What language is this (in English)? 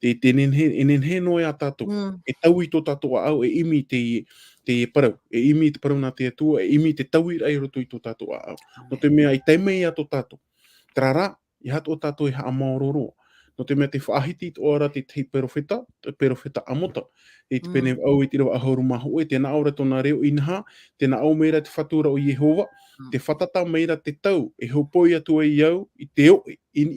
Tahitian